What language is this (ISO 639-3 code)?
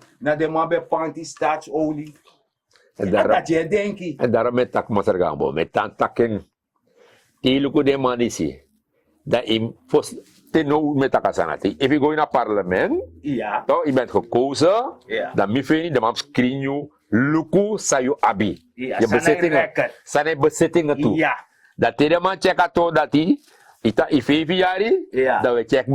srn